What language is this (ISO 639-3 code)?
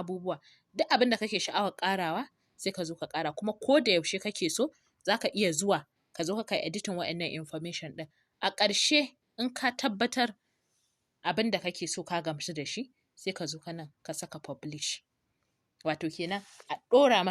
hau